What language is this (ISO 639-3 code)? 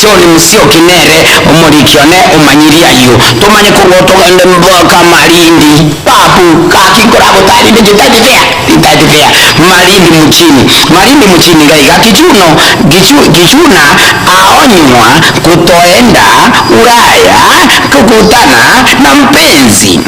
guz